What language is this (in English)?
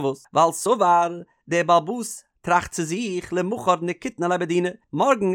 Yiddish